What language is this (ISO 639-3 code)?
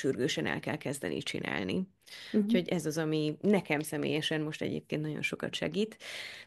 hun